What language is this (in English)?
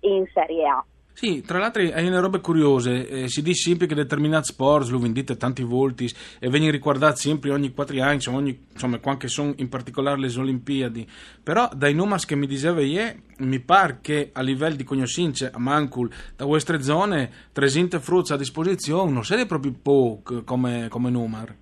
Friulian